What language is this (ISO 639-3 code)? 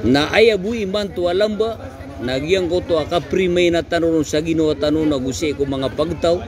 mrw